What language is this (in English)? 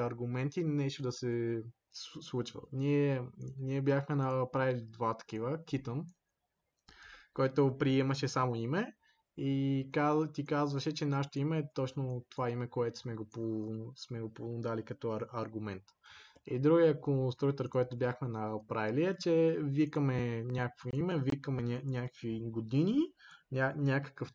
Bulgarian